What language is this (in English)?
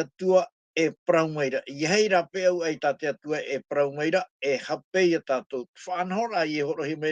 Tahitian